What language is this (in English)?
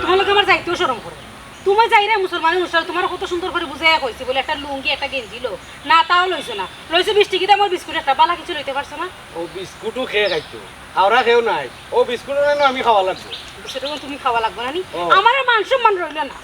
Sylheti